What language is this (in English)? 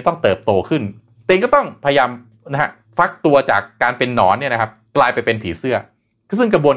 Thai